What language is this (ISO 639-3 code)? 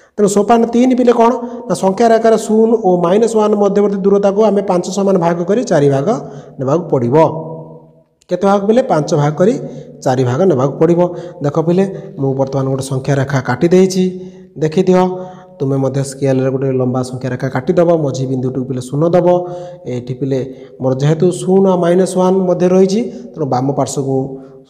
ori